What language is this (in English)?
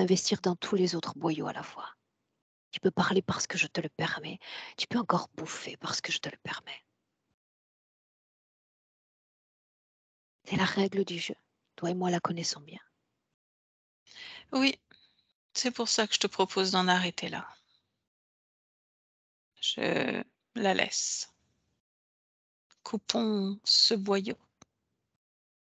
French